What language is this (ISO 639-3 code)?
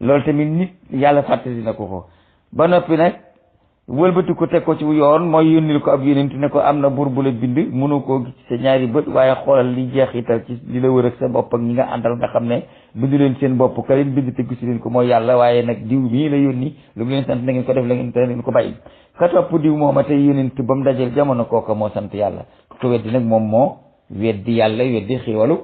wol